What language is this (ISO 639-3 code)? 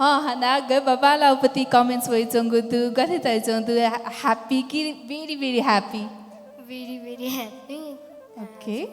new